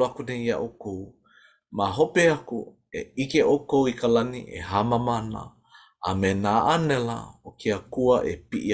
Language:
Hawaiian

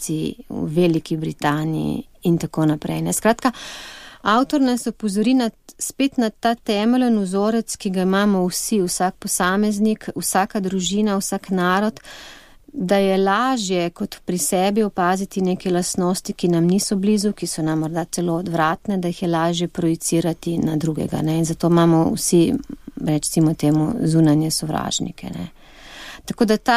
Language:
Slovenian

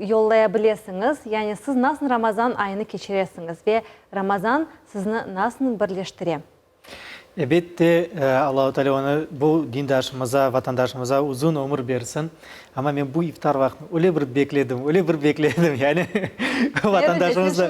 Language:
Crimean Tatar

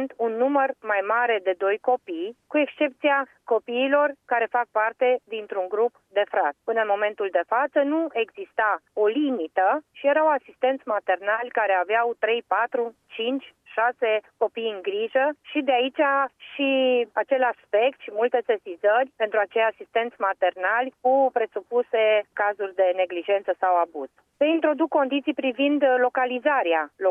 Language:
Romanian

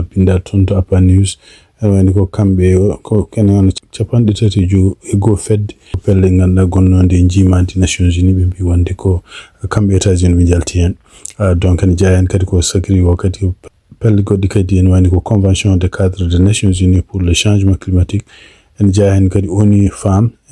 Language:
Fula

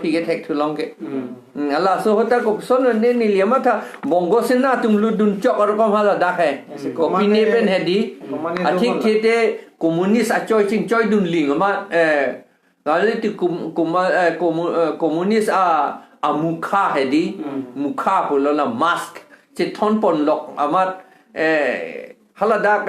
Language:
Karbi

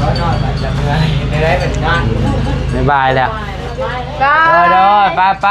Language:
Northeastern Thai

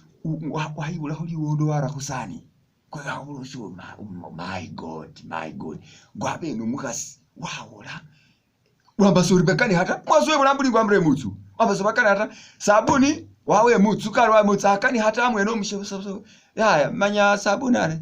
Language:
Masaaba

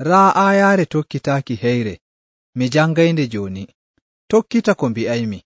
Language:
Nigerian Fulfulde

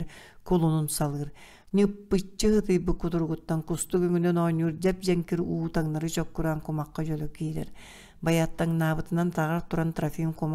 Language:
Yakut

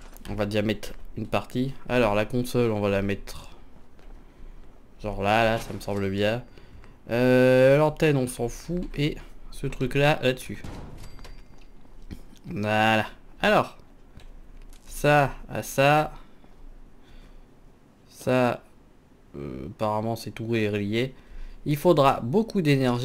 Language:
French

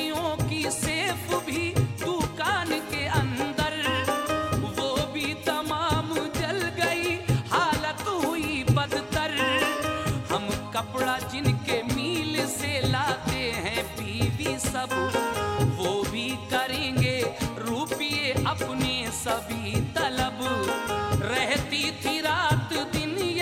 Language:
Hindi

